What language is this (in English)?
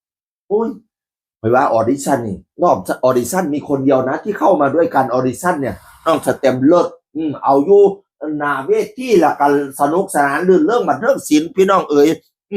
Northeastern Thai